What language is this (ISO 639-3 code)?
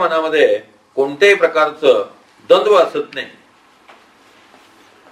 mar